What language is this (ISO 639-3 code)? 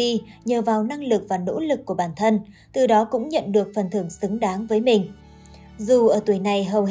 vie